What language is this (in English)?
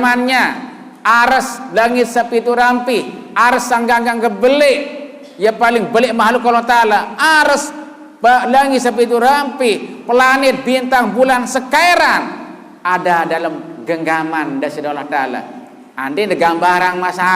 Sasak